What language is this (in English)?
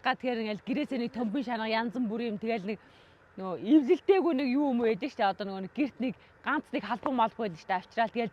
Mongolian